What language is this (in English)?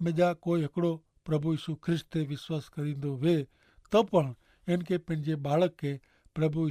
Kachhi